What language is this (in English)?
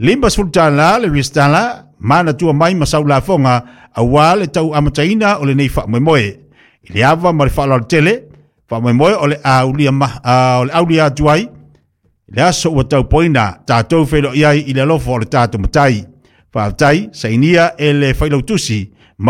Samoan